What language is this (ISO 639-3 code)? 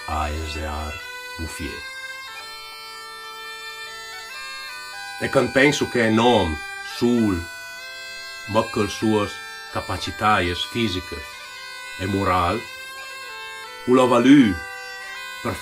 ita